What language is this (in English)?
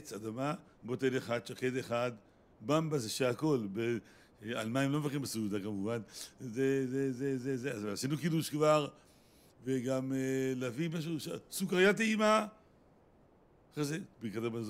Hebrew